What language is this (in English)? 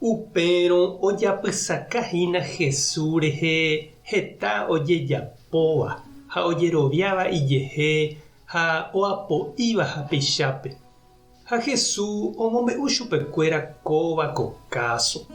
Guarani